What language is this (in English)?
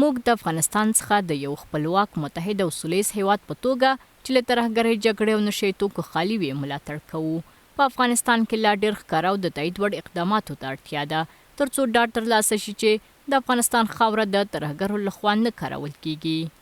Pashto